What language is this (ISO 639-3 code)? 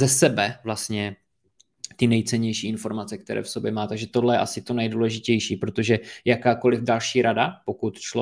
ces